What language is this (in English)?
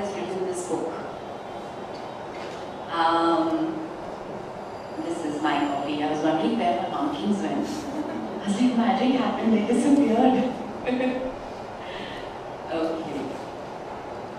English